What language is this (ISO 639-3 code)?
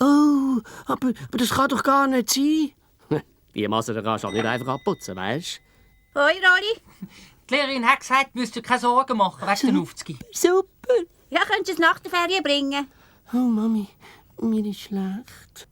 gsw